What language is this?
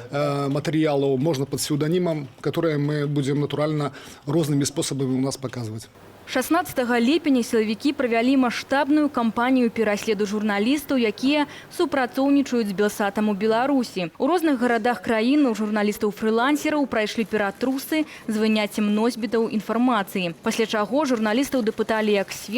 Belarusian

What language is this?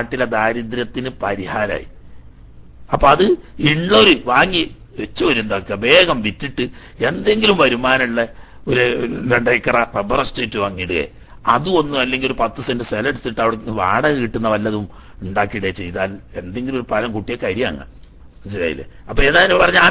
Malayalam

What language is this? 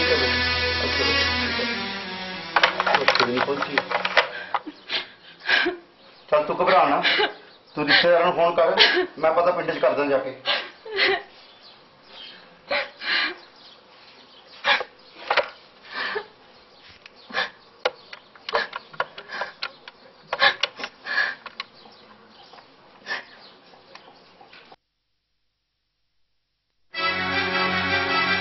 Punjabi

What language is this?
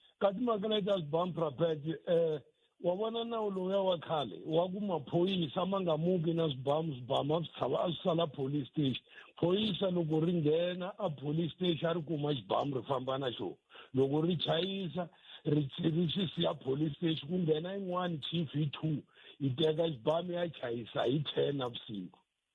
Tsonga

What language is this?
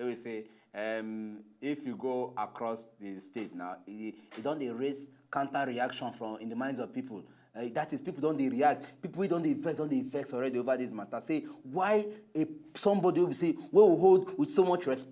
Nigerian Pidgin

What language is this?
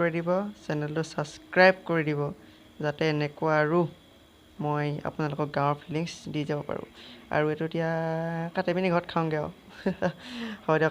Assamese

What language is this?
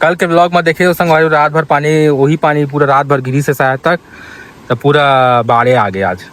Chhattisgarhi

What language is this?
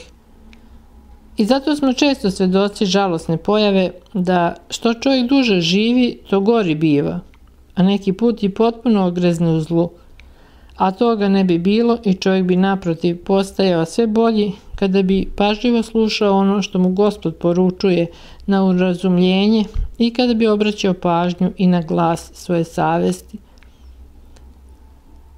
Serbian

